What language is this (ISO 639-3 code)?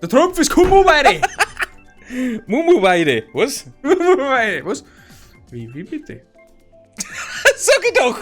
bar